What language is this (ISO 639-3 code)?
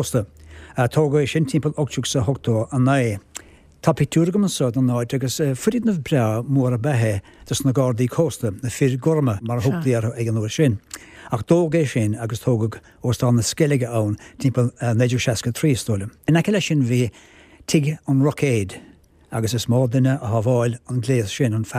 gle